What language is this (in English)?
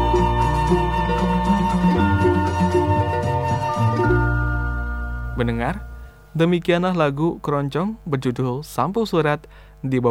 Indonesian